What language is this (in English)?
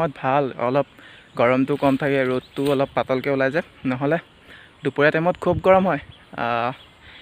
Assamese